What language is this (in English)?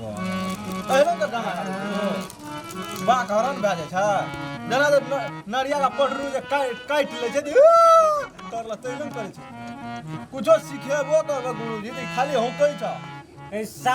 Maithili